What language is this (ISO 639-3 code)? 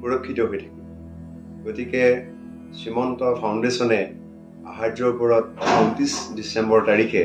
asm